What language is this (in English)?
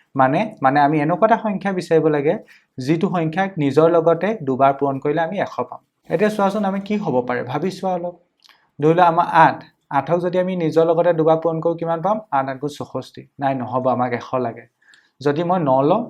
Assamese